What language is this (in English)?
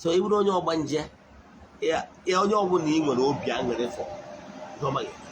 Igbo